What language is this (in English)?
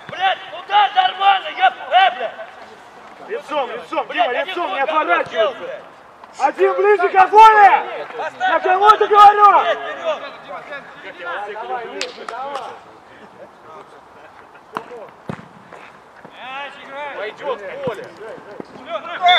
Russian